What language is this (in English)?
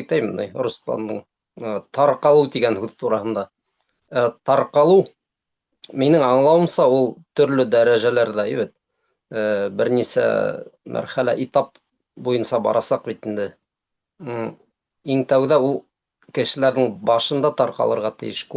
Bashkir